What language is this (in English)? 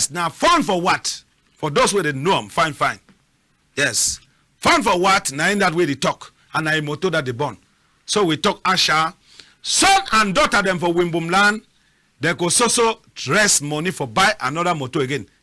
Cameroon Pidgin